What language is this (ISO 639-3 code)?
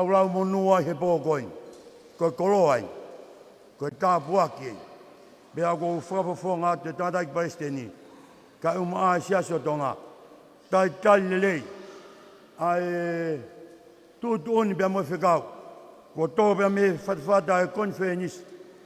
ton